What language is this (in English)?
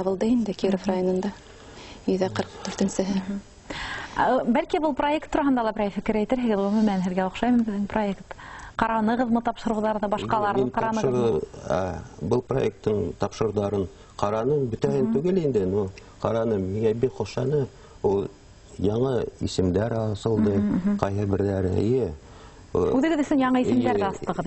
Bashkir